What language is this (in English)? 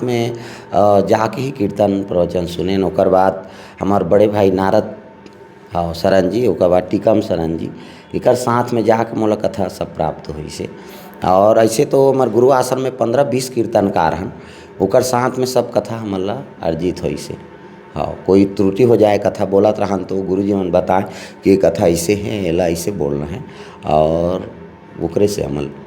Chhattisgarhi